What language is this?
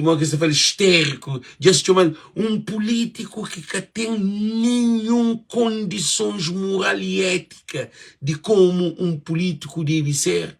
Kabuverdianu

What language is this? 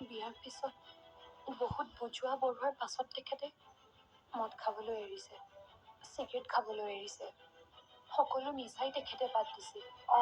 Assamese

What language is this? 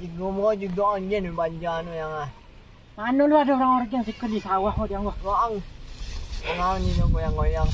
Minangkabau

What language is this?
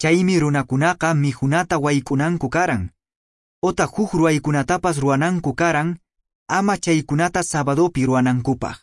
Quechua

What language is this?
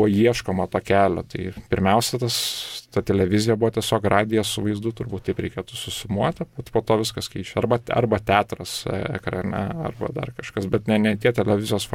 Lithuanian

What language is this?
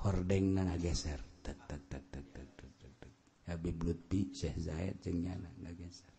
Sundanese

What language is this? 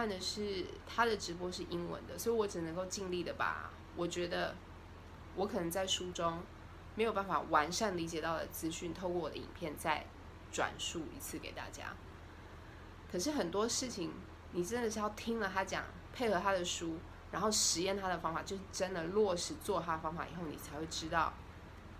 Chinese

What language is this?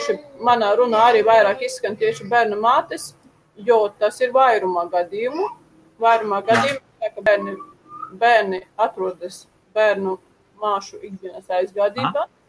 Latvian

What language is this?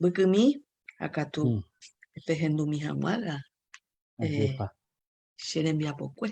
Guarani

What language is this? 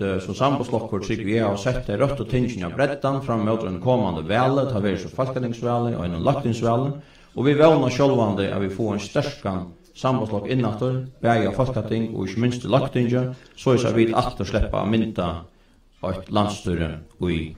Faroese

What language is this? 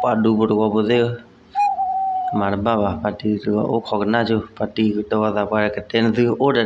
S'gaw Karen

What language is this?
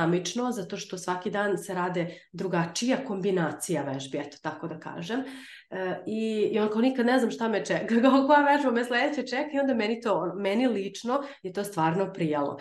Serbian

